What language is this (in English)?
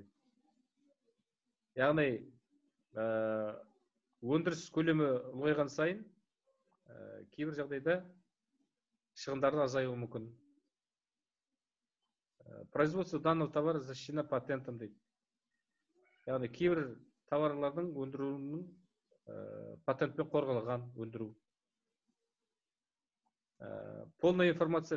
Kazakh